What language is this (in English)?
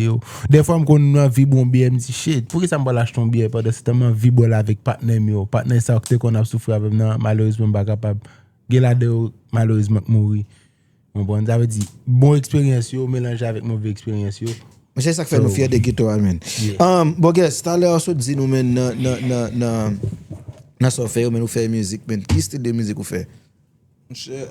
Haitian Creole